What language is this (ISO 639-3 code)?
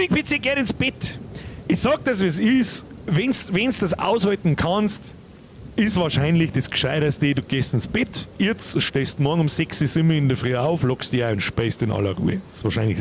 bar